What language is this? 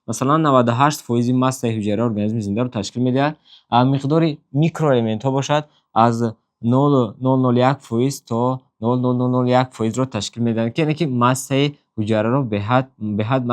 Tajik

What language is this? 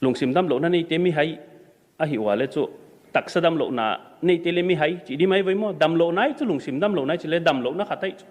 Paite Chin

